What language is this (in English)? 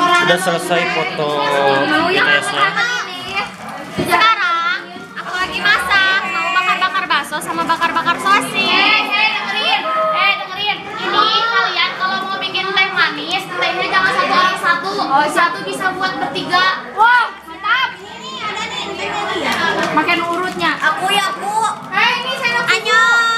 Indonesian